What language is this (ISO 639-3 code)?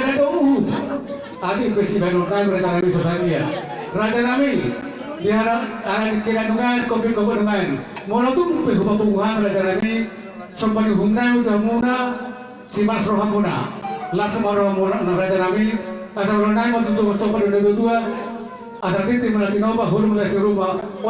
bbc